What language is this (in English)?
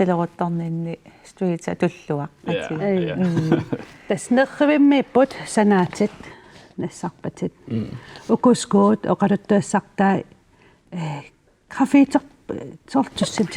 Kalaallisut